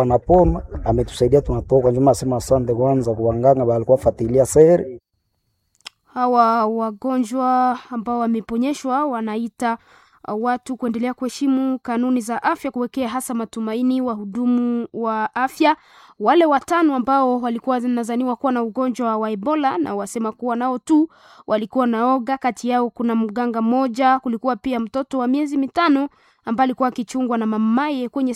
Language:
Swahili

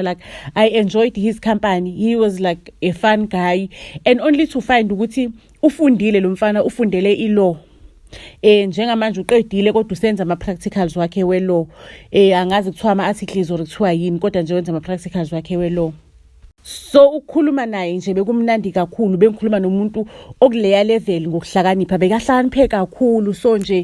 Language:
Zulu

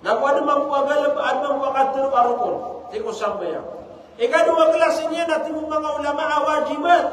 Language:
Maranao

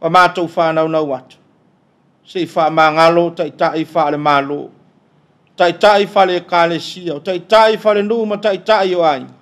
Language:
Samoan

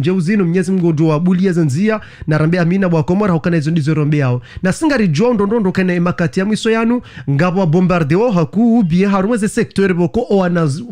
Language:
Ngazidja Comorian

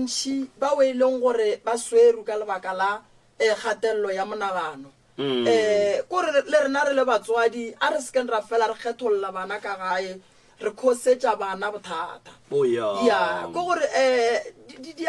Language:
Northern Sotho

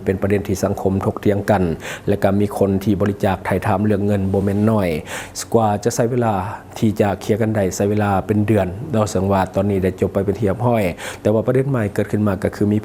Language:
Lao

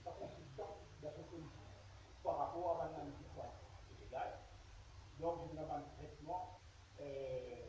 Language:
Morisyen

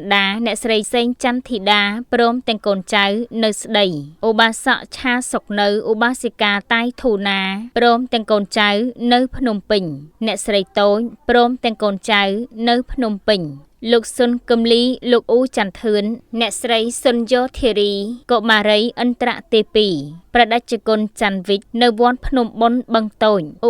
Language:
Khmer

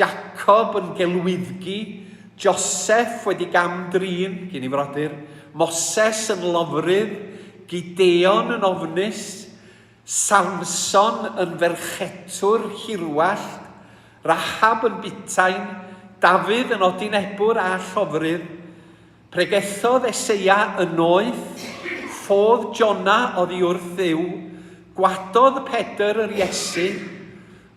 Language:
Welsh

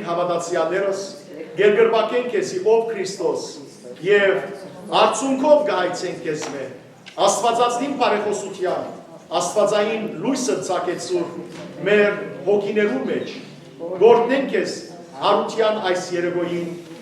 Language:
Western Armenian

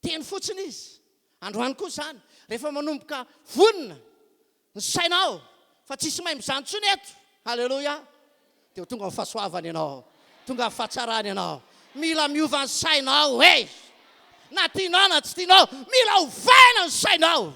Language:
Malagasy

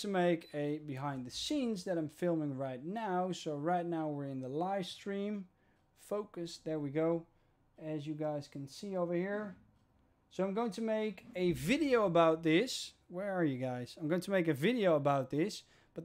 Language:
English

